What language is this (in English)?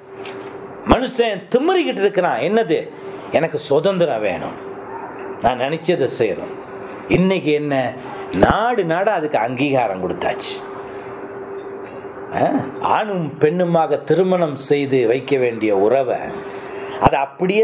Tamil